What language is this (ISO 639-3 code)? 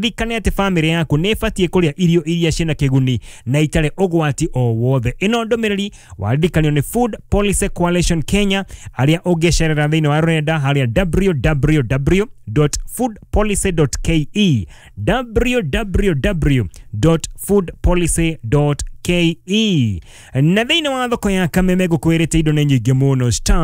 kik